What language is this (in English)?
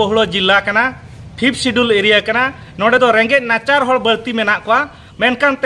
Santali